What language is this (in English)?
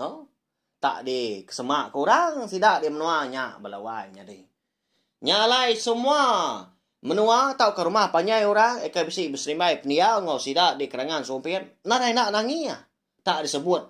Iban